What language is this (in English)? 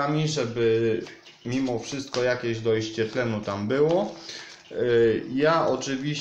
Polish